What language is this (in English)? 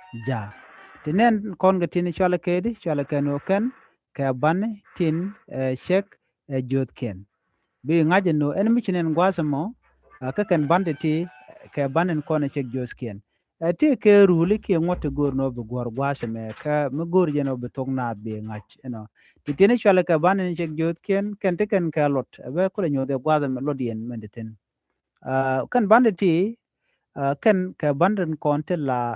Nuer